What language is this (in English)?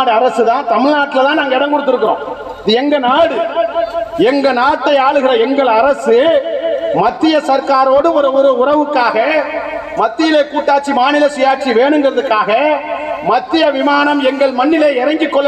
Tamil